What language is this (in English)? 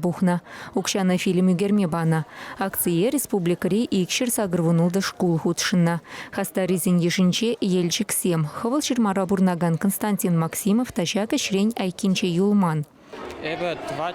Chuvash